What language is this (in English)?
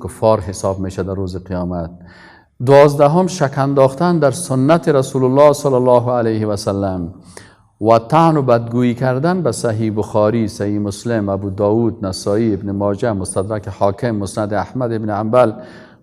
Persian